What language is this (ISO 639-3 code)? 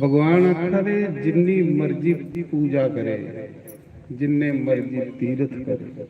doi